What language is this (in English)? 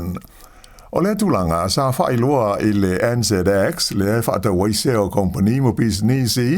Samoan